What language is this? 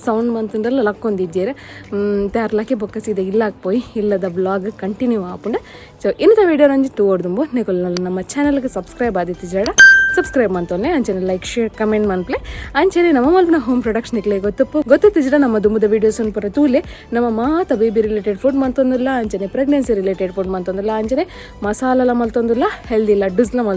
Tulu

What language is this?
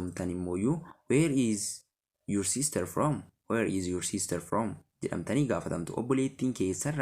Oromo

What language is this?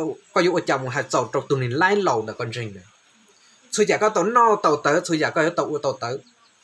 Hmong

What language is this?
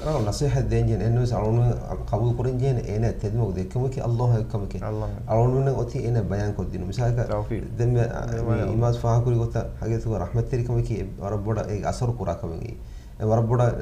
Divehi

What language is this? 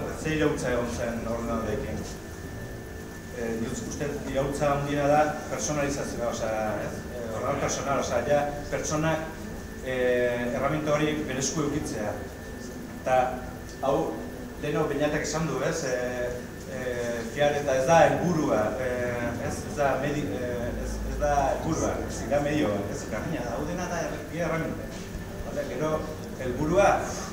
Basque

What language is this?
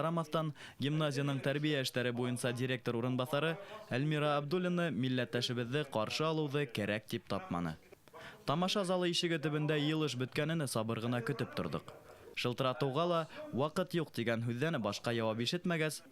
Bashkir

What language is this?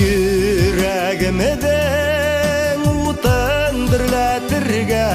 Bashkir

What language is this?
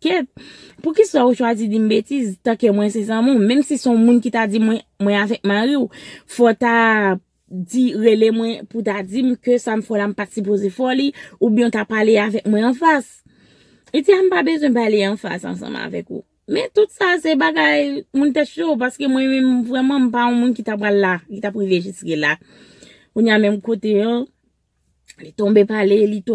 Haitian Creole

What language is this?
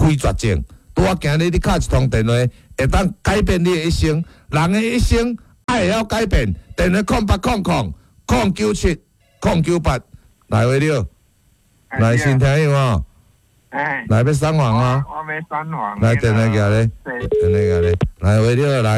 Min Nan Chinese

